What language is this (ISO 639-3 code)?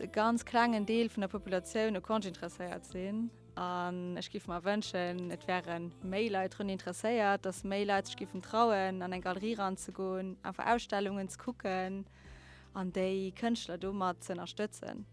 ltz